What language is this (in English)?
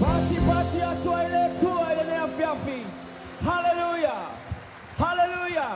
Samoan